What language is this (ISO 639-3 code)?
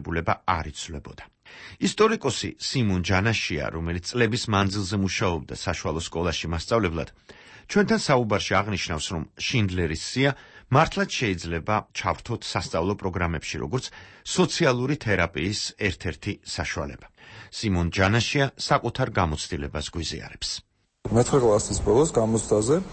kat